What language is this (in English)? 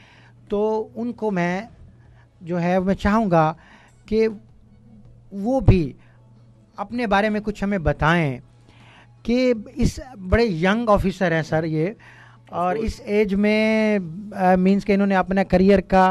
Urdu